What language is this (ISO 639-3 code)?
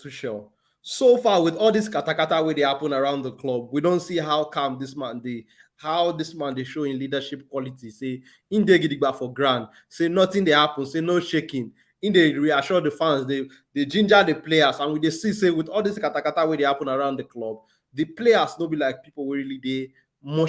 pcm